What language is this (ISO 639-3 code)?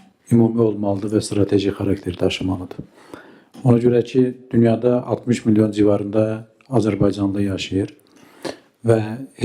aze